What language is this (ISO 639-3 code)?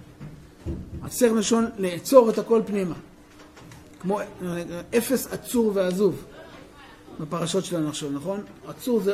heb